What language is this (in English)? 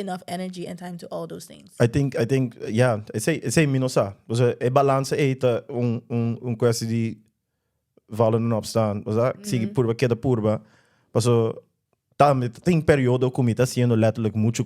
Papiamento